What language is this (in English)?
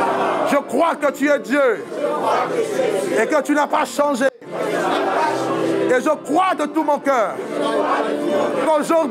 French